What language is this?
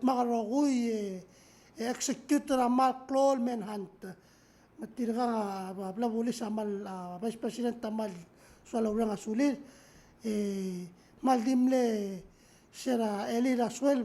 Palauan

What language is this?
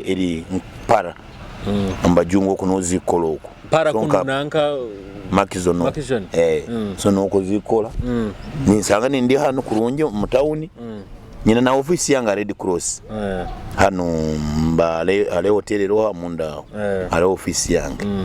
Nyoro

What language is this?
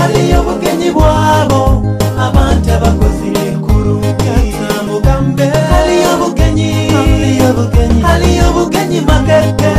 Nyoro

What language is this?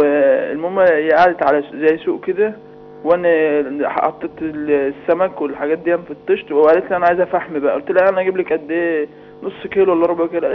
Egyptian Arabic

